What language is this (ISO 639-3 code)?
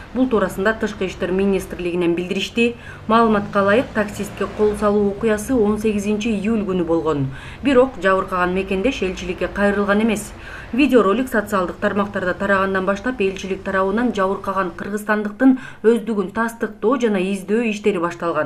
kir